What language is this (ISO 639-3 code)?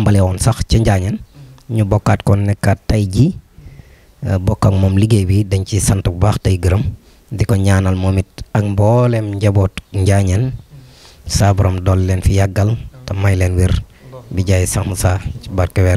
wol